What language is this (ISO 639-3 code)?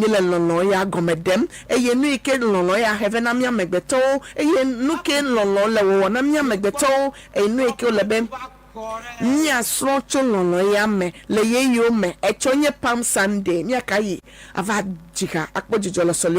ewe